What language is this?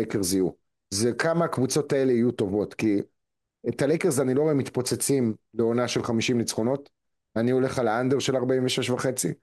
Hebrew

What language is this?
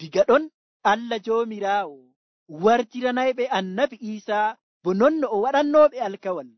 Nigerian Fulfulde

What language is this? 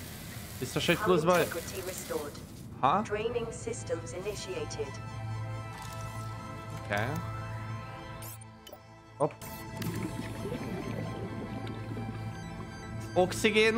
Hungarian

